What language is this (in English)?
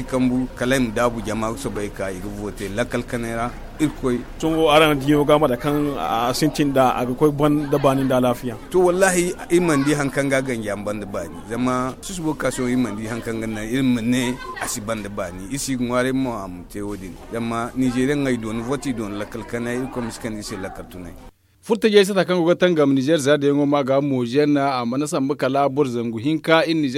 Zarma